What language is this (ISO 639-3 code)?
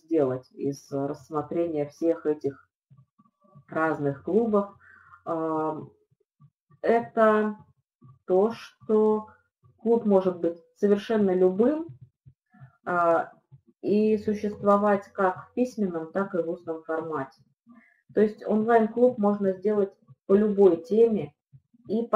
rus